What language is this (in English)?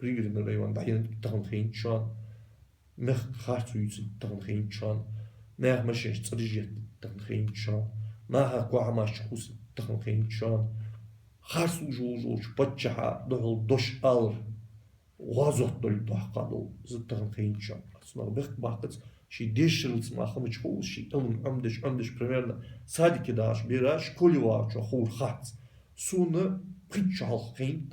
Ingush